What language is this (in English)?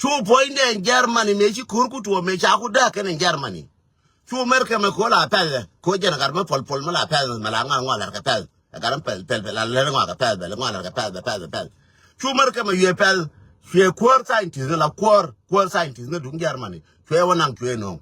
Nuer